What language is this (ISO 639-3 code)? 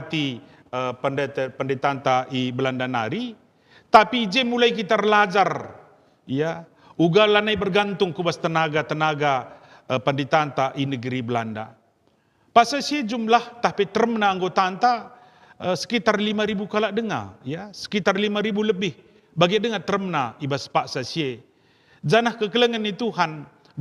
btx